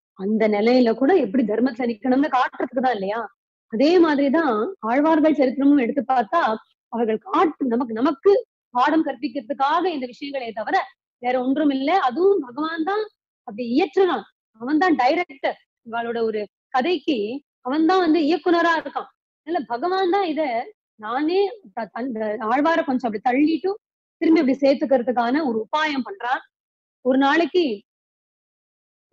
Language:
Tamil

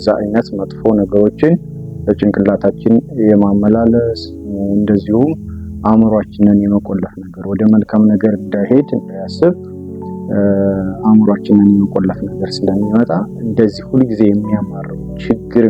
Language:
Amharic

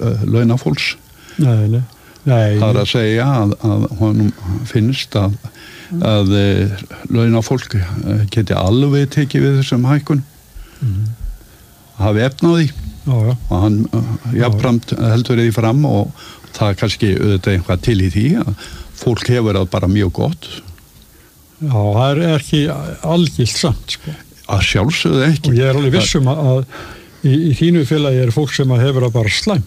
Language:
Icelandic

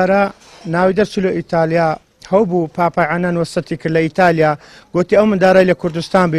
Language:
Central Kurdish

